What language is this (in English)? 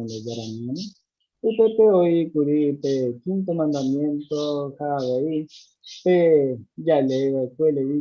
Guarani